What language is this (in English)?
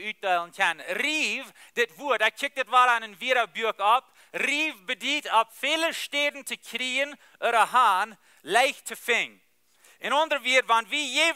Plautdietsch